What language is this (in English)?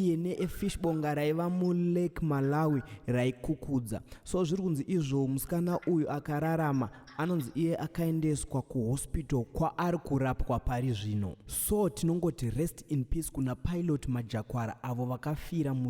Shona